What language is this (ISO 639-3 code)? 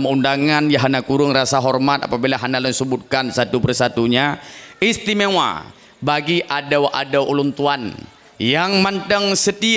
ace